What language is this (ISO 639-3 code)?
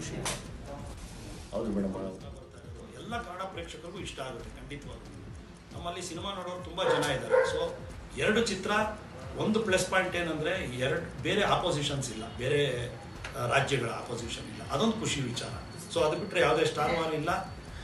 kan